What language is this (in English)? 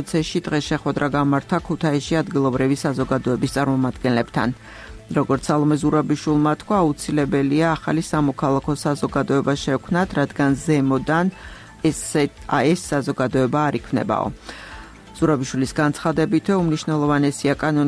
Georgian